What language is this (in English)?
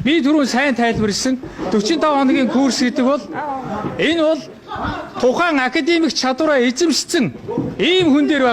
Mongolian